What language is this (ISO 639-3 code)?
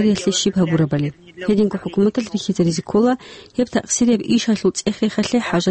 ava